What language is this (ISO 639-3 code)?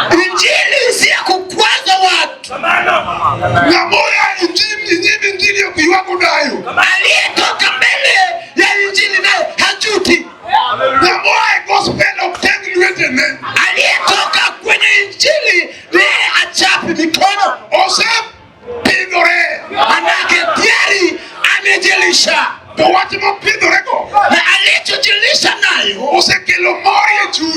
luo